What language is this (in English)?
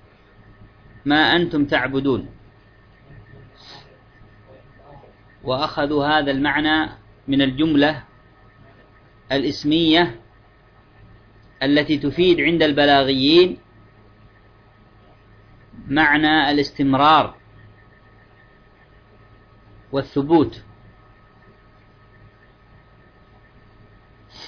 Arabic